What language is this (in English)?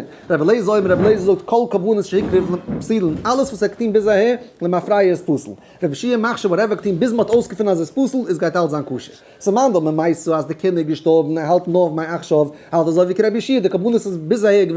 Yiddish